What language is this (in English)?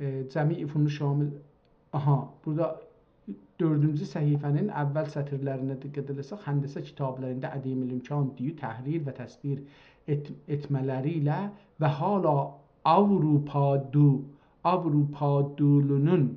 South Azerbaijani